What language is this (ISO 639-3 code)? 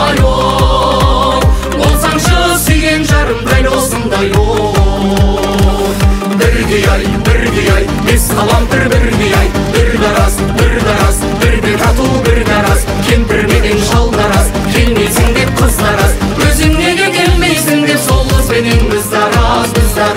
kaz